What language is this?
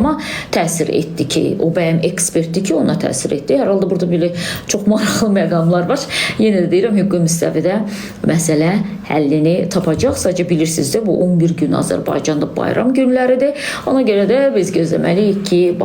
Azerbaijani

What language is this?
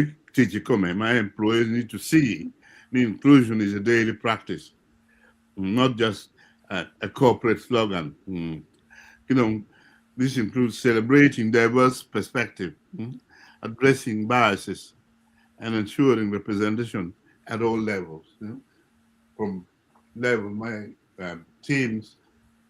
Acoli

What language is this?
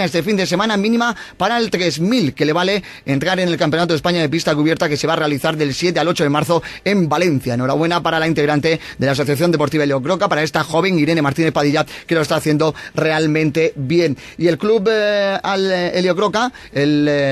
Spanish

